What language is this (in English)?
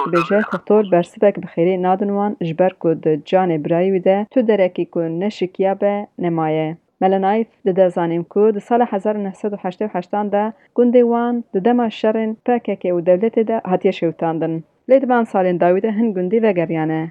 Kurdish